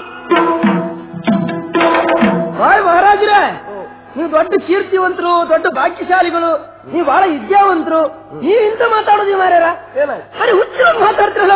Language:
Kannada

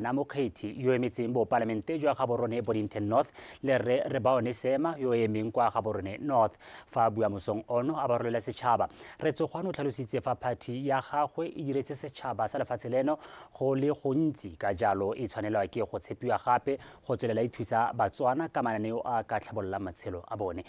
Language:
Tswana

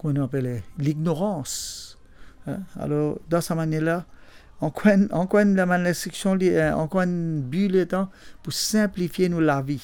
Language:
Morisyen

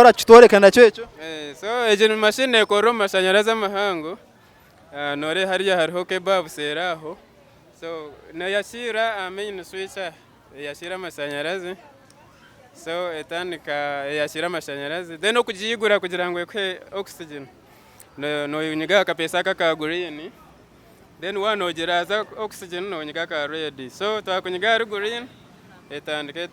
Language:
Nyankole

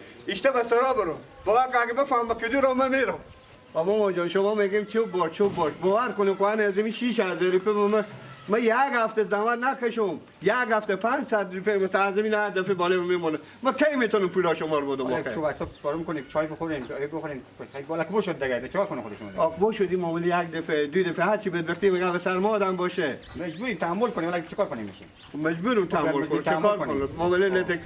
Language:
Persian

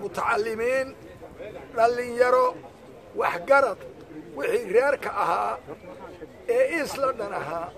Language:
Somali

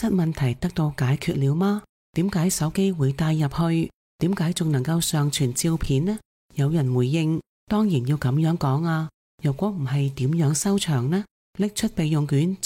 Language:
Cantonese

